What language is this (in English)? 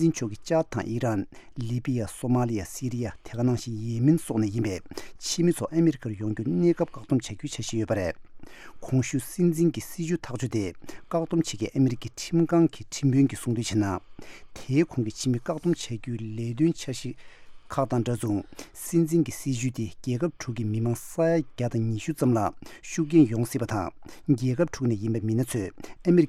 Tibetan